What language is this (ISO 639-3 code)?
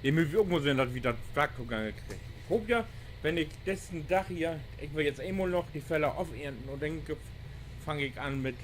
nds